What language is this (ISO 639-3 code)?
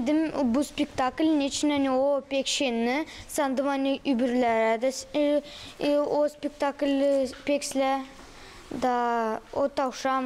gag